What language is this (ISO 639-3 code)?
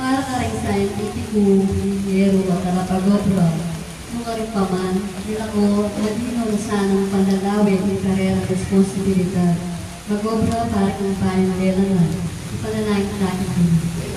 pam